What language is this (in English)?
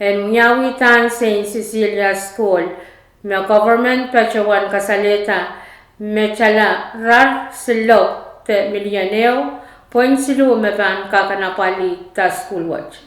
Pohnpeian